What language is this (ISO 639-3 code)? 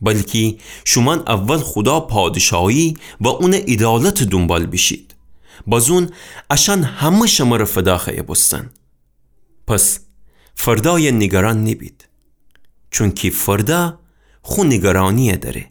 glk